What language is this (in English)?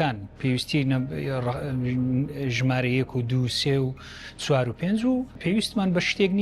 Central Kurdish